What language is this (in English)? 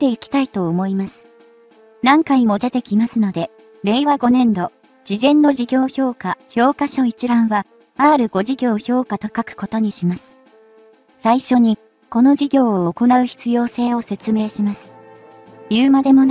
Japanese